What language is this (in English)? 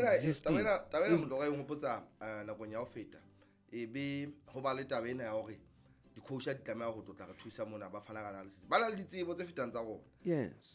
Southern Sotho